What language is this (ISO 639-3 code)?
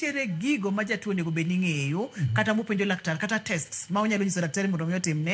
luo